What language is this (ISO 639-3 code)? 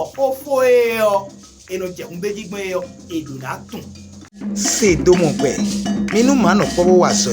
fon